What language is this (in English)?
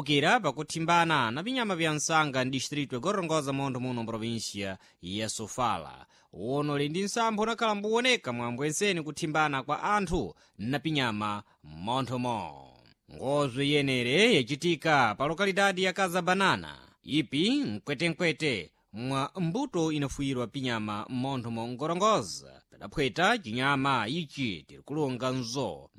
Sena